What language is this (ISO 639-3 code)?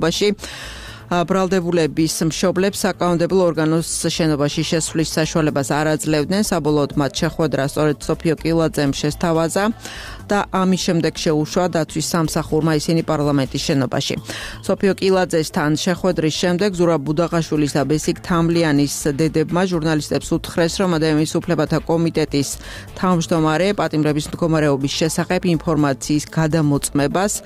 kat